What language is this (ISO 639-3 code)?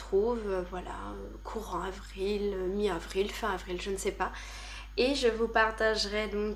fra